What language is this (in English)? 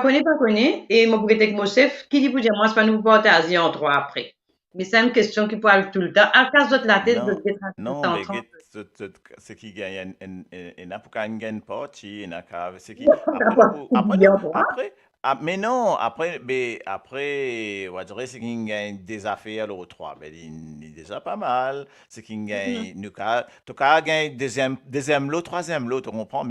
Morisyen